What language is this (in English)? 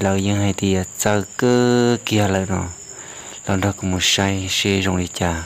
Hmong